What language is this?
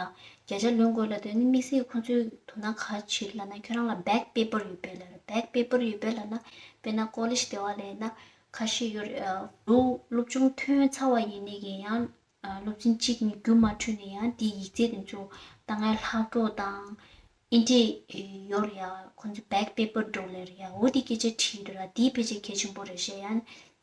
Tibetan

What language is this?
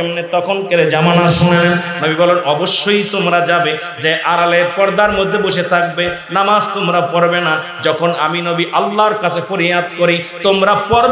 Bangla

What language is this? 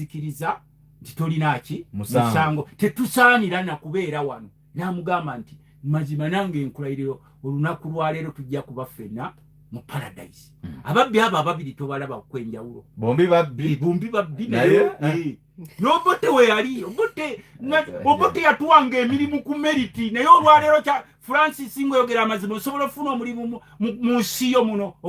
Ganda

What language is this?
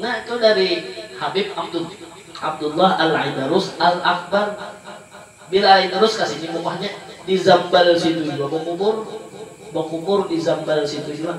Banjar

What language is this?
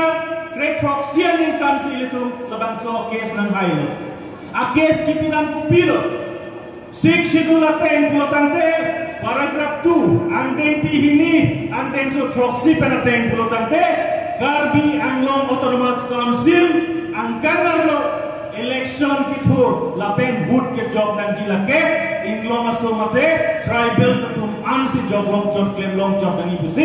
Karbi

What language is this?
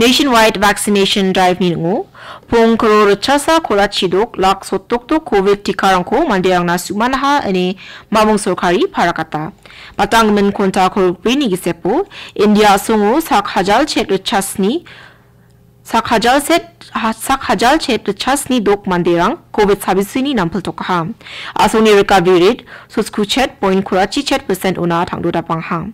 Garo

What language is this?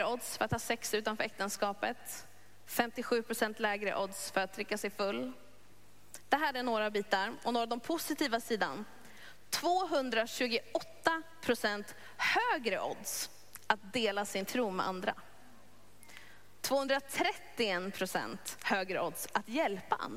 Swedish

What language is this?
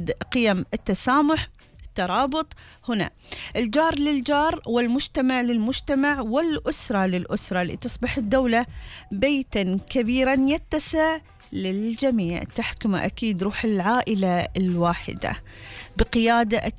Gulf Arabic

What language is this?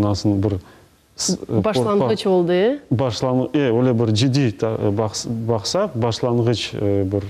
Crimean Tatar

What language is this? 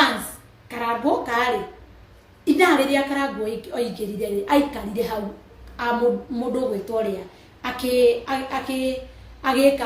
Kikuyu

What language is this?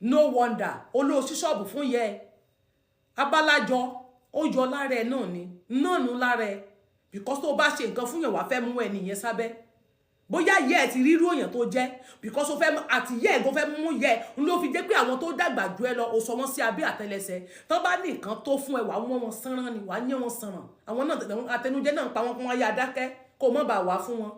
Yoruba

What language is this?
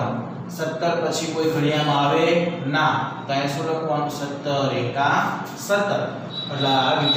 Gujarati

